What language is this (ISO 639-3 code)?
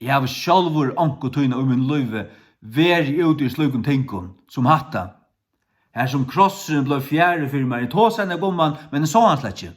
fao